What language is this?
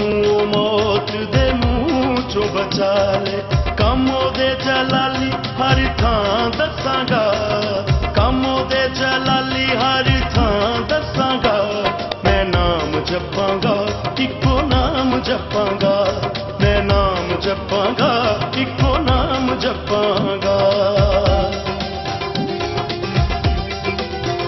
Punjabi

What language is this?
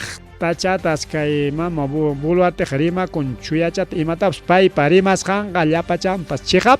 Ayacucho Quechua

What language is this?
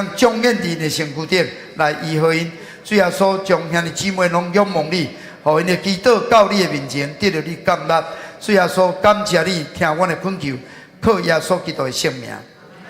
Min Nan Chinese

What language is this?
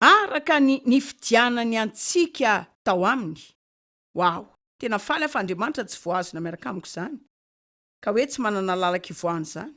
Malagasy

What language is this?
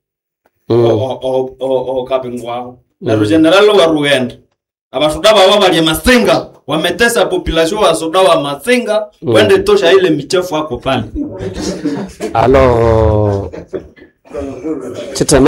Swahili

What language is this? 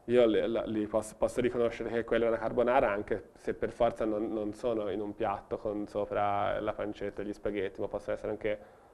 Italian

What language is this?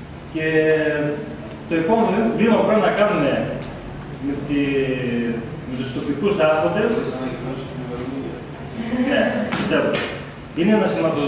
Greek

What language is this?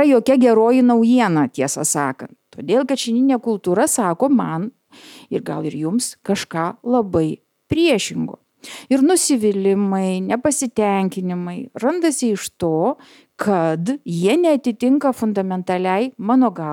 Lithuanian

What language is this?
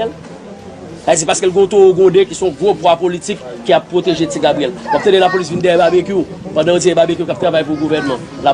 Haitian Creole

